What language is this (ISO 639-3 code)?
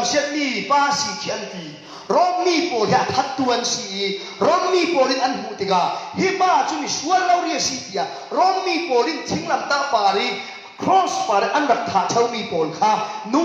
cfm